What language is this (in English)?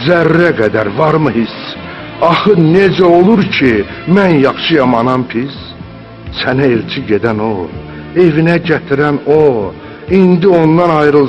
Azerbaijani